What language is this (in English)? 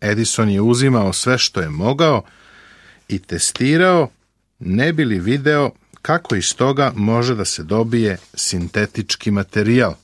Serbian